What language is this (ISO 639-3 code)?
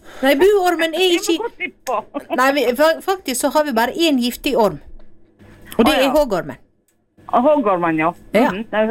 nor